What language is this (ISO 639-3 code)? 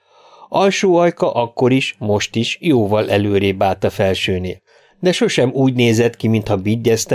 hun